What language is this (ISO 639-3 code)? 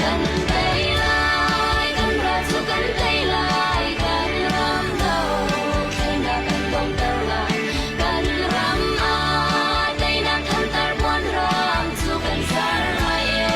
cnh